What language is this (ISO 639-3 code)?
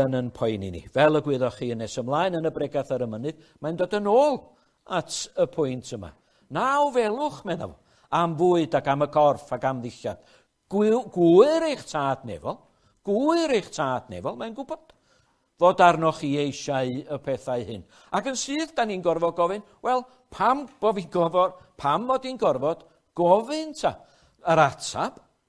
cym